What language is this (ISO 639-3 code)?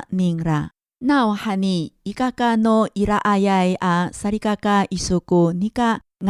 ami